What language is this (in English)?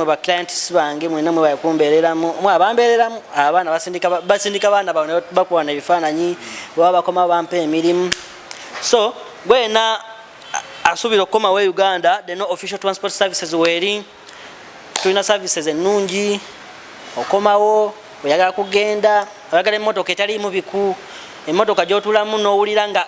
Ganda